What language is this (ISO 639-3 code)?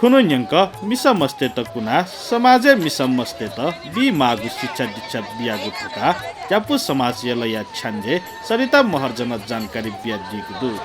new